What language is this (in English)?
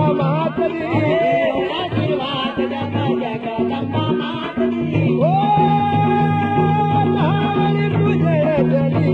Hindi